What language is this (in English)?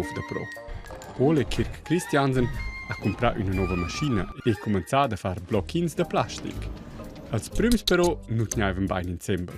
Romansh